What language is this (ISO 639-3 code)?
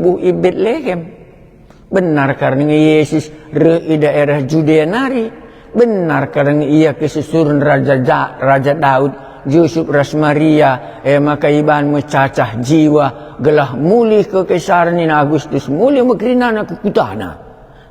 btx